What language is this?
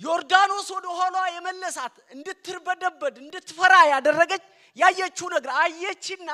Amharic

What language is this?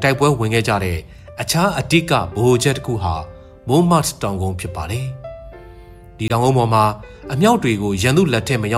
Burmese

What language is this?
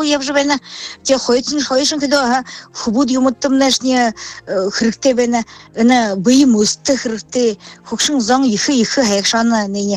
Buriat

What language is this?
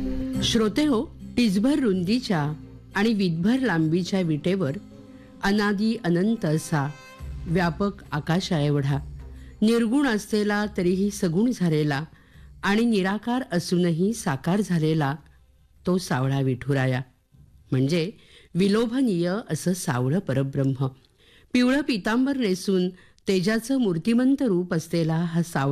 Marathi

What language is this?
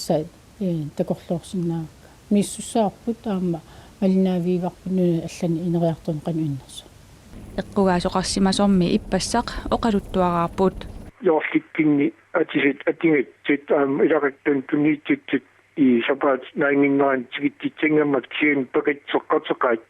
Kalaallisut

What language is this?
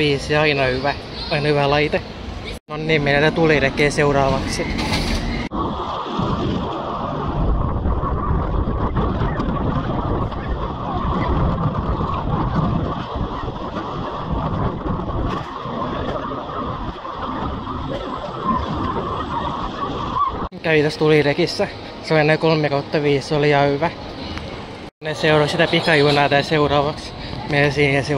Finnish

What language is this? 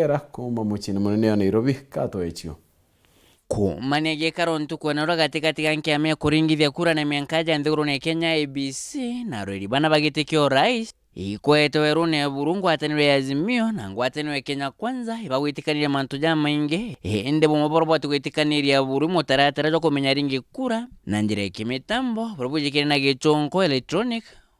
Meru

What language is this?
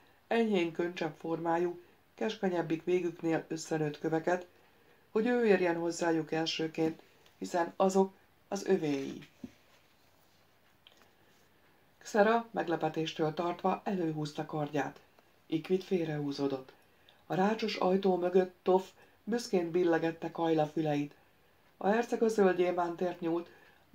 Hungarian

